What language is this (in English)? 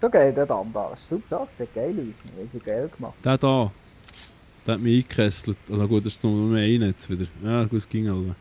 Swiss German